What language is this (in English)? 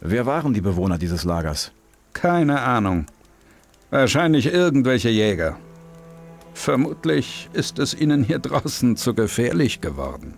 Bavarian